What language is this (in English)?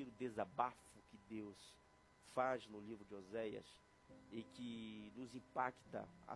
Portuguese